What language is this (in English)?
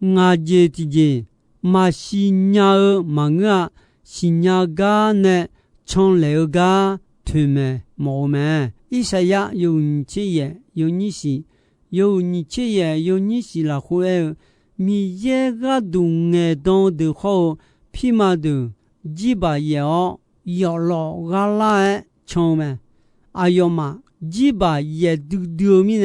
Akha